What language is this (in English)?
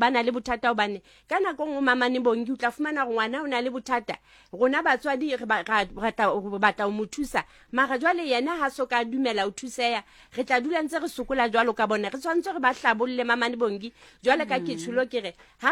Southern Sotho